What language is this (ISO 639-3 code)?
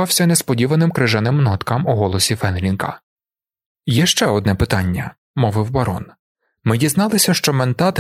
ukr